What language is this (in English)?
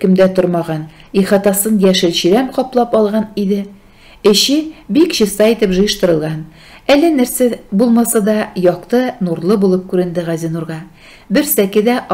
Tatar